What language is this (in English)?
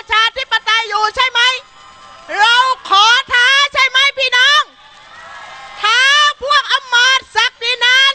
Thai